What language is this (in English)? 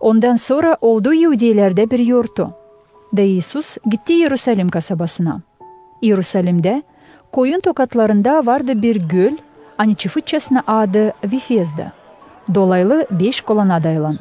Gagauz